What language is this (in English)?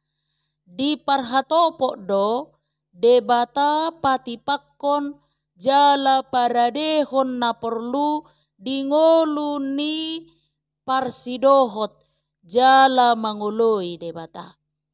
Batak Toba